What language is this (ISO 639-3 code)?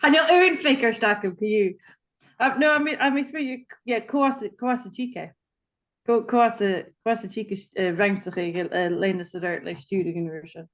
gla